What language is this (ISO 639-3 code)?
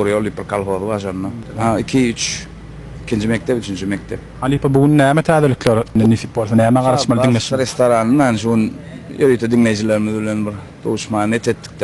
tuk